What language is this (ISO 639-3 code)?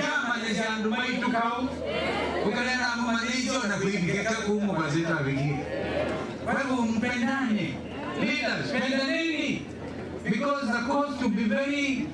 kam